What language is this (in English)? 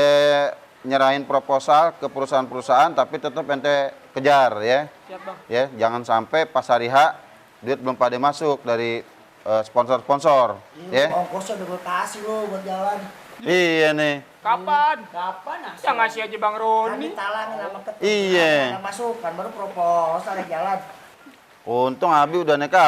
Betawi